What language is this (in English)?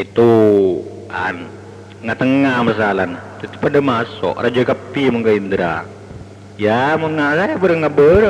Madurese